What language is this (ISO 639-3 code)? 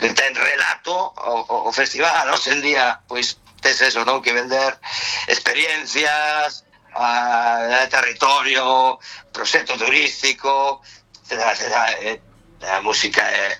glg